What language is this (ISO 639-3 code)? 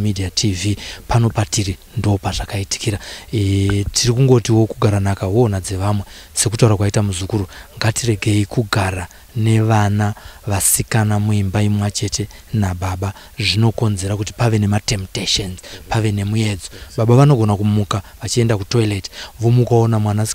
sna